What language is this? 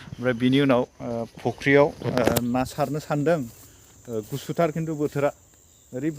Bodo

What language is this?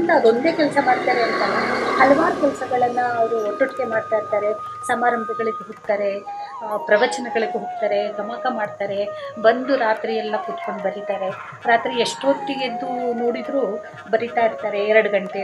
Kannada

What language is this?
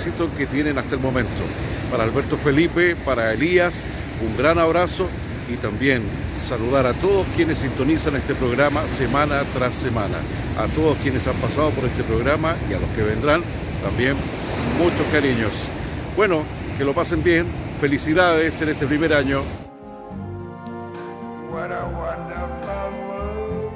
Spanish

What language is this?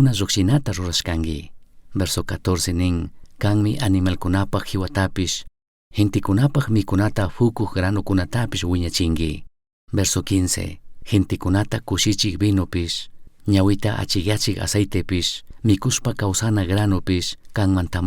Chimborazo Highland Quichua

